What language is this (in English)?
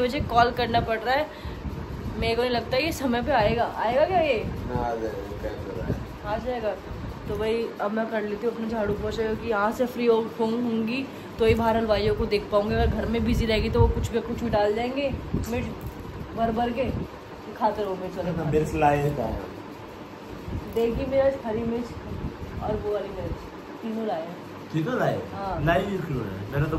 Hindi